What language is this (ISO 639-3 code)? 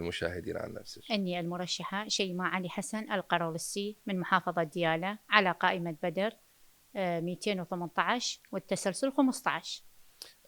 acm